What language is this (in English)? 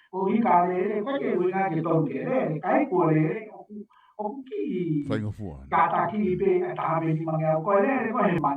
Tongan